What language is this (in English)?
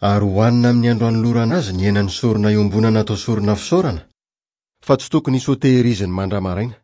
Malagasy